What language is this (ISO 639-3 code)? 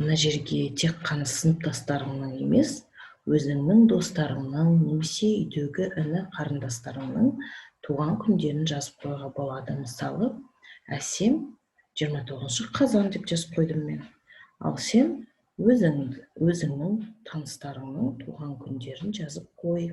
kaz